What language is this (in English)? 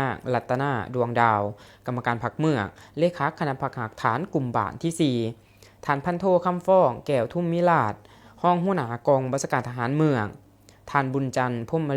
Lao